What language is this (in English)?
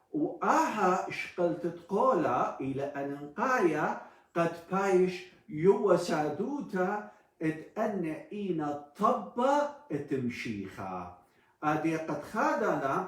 Assyrian Neo-Aramaic